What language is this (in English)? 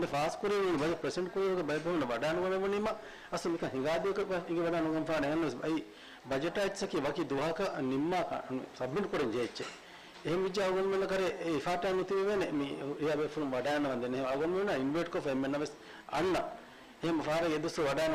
Divehi